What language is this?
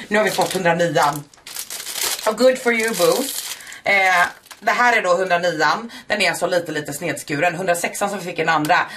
Swedish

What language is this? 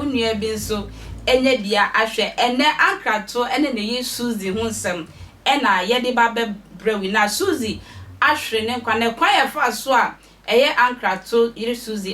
Akan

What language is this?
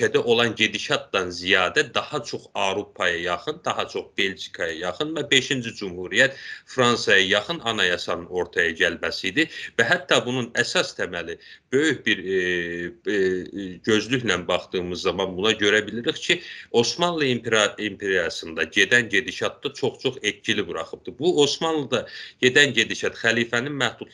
South Azerbaijani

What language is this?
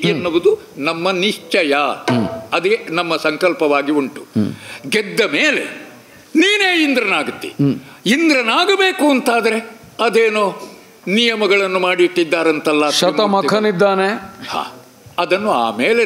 Kannada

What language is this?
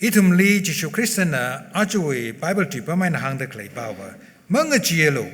Tangkhul Naga (India)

